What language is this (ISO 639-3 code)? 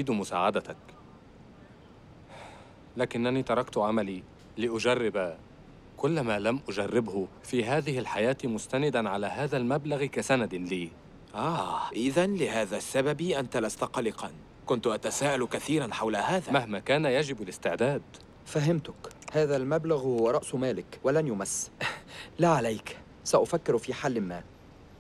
ara